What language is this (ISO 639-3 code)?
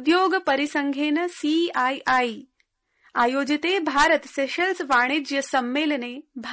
san